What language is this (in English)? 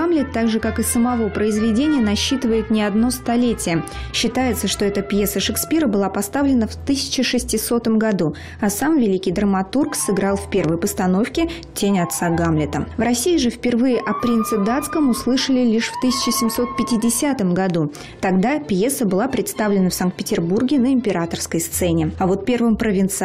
Russian